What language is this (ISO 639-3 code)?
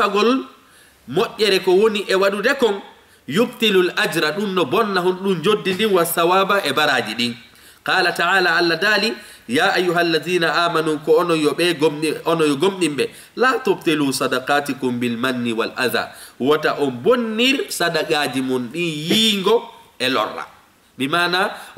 ful